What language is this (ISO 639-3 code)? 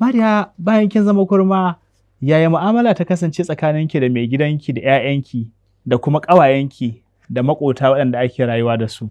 hau